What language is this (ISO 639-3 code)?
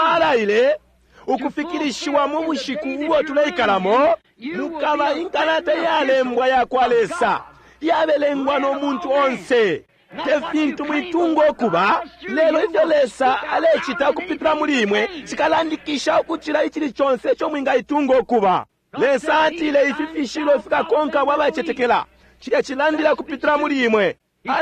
bem